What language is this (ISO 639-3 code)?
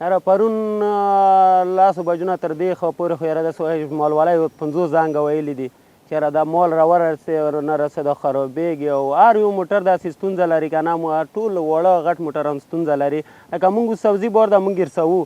pus